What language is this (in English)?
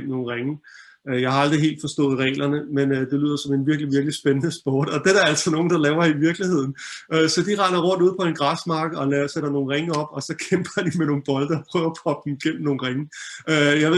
Danish